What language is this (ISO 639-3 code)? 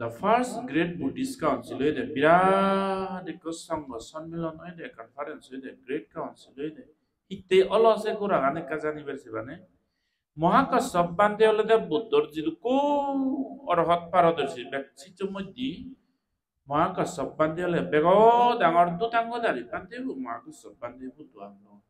ccp